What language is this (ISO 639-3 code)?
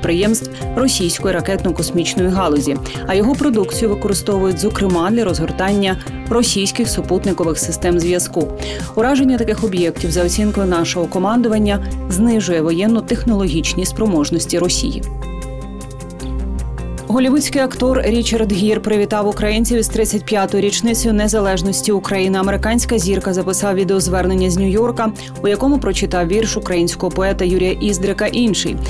ukr